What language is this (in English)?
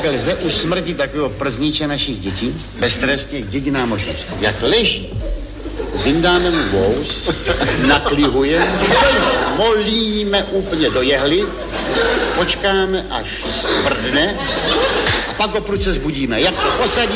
Czech